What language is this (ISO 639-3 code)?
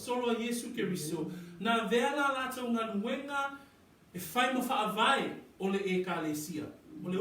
smo